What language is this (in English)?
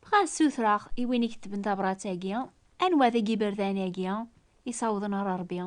Kabyle